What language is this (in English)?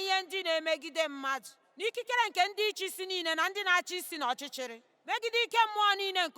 Igbo